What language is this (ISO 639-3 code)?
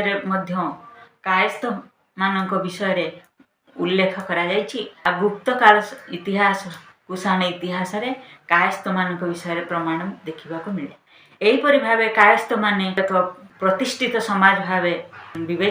ori